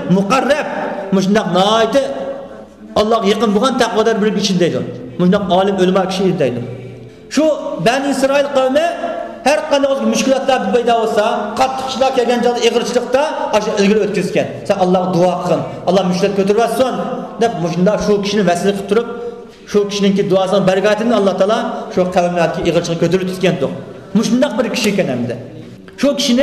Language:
Uyghur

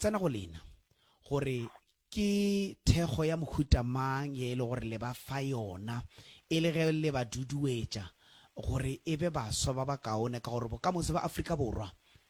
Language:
Northern Sotho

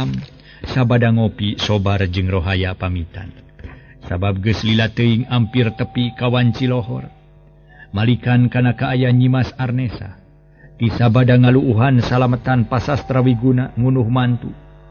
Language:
Sundanese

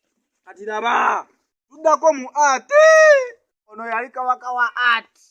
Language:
Ganda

